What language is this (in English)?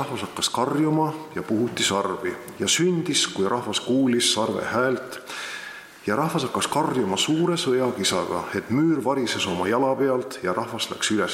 Estonian